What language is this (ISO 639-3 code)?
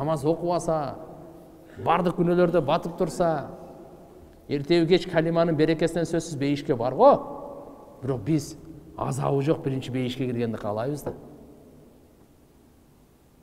kir